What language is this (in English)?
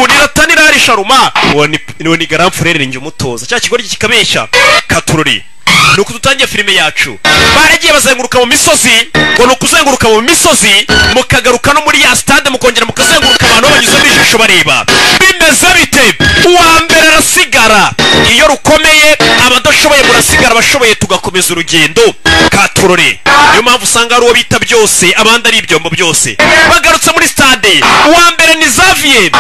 Kinyarwanda